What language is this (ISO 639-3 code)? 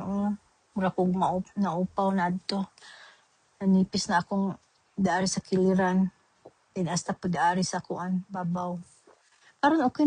ceb